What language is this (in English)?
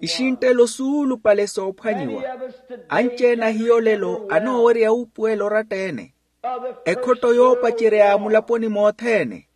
Makhuwa